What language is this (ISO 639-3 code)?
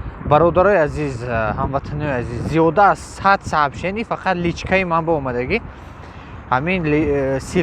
tgk